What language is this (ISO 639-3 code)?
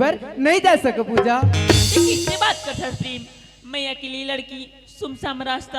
hne